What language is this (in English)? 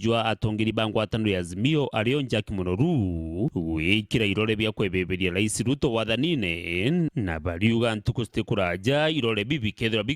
Meru